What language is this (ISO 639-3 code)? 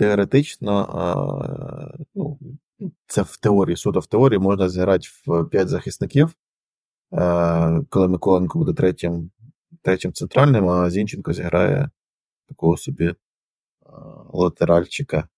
ukr